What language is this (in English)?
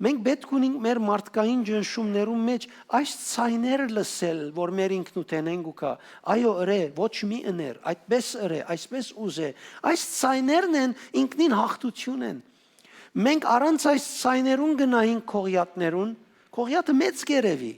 Western Armenian